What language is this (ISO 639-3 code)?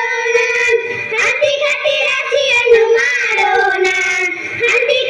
kan